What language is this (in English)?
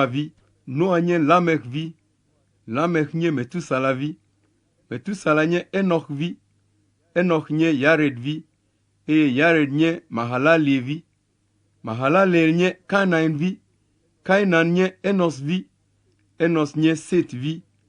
Ewe